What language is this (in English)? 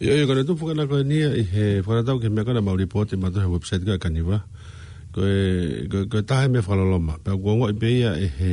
Tongan